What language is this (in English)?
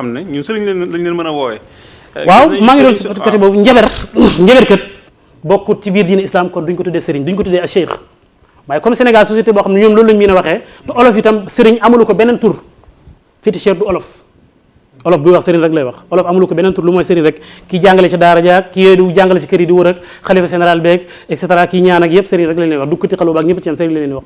Wolof